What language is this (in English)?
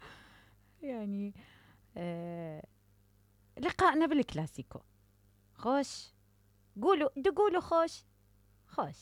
Mesopotamian Arabic